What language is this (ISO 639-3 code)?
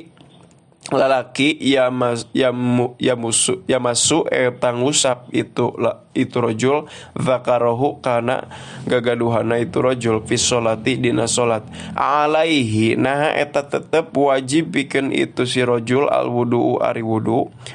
sun